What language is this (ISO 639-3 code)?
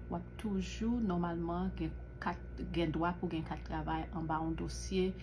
hat